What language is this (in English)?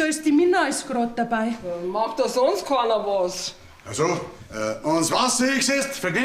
Bavarian